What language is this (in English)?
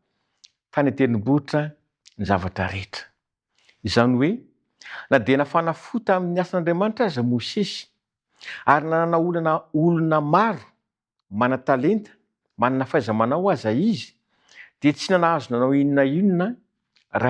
Malagasy